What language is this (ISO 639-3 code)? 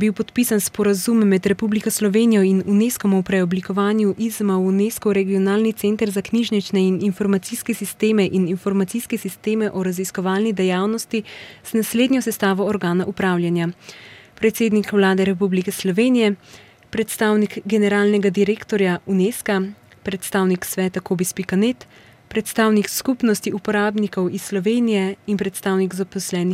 slv